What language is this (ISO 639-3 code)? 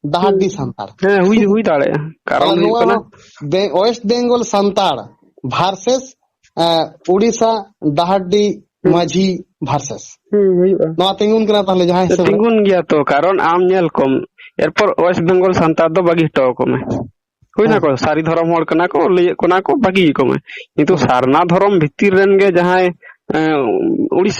sat